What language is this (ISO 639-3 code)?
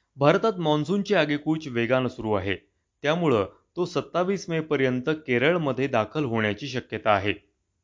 mar